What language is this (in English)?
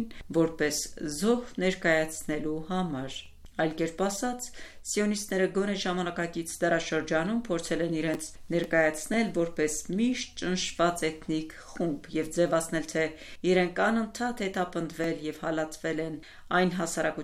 Armenian